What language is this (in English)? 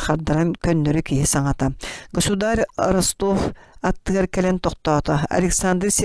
Yakut